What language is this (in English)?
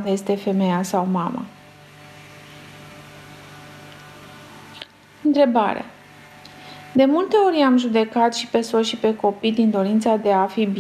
Romanian